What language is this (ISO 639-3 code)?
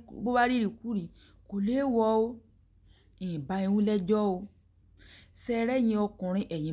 yor